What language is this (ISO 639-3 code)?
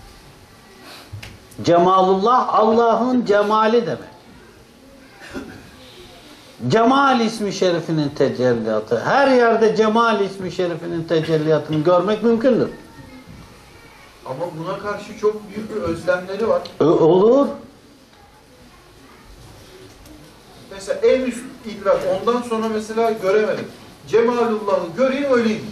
tur